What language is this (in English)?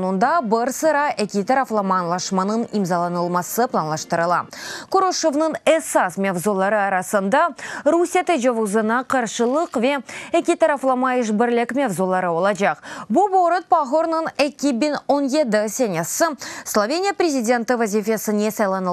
Crimean Tatar